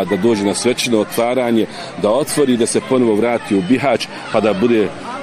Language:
Bosnian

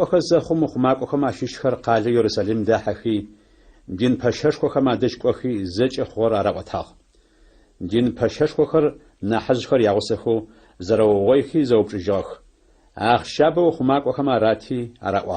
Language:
Adyghe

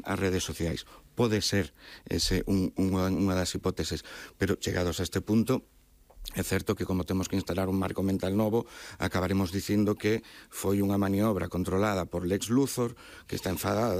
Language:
Galician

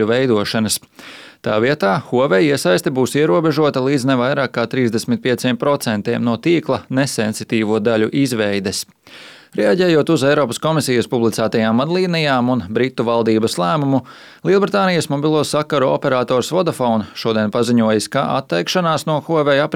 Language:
Latvian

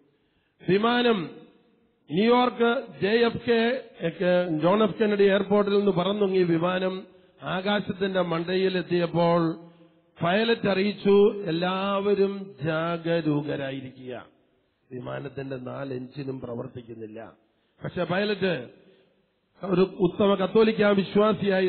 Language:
Malayalam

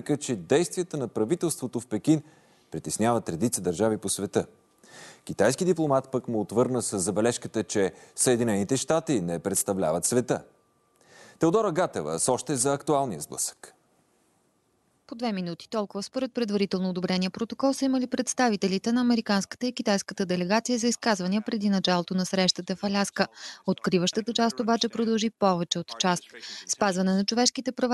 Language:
Bulgarian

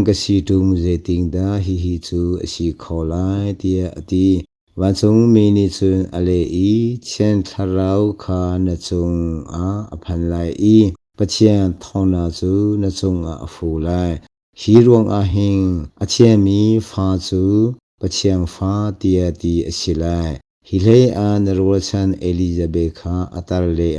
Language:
Hakha Chin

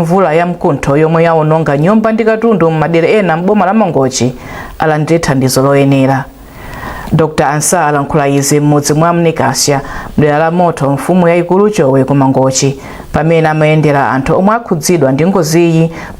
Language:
Nyanja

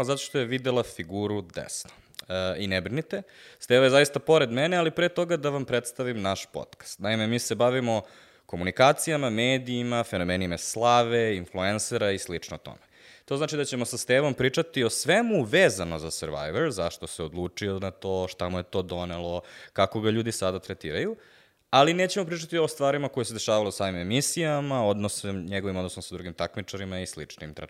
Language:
Serbian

